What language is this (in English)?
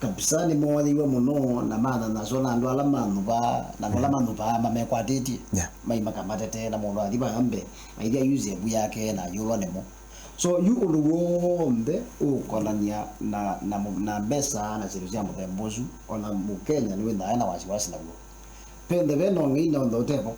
Kamba